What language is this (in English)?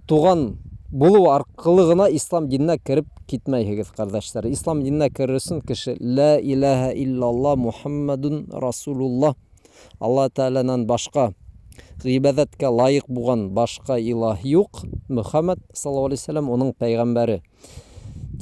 Bashkir